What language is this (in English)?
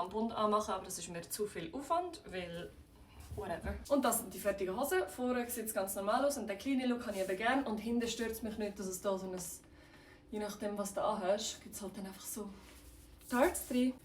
Swiss German